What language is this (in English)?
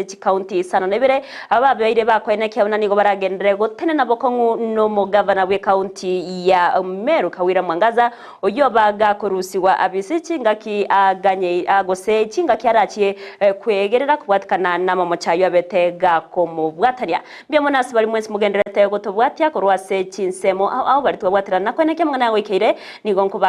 Gusii